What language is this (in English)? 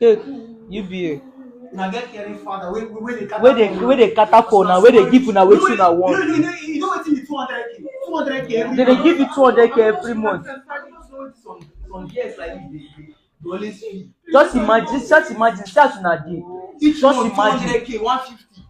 Nigerian Pidgin